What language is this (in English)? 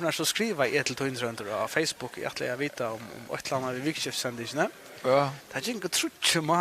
Faroese